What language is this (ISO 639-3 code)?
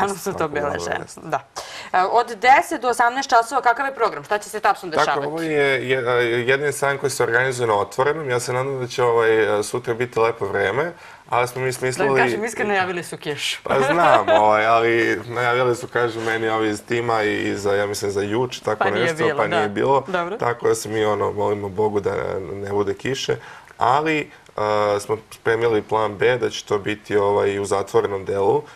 srp